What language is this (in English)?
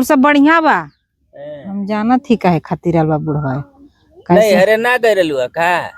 Bhojpuri